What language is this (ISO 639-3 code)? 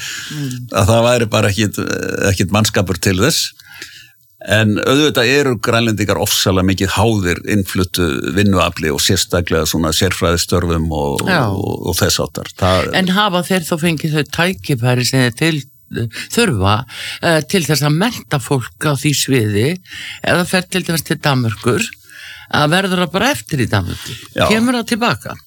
isl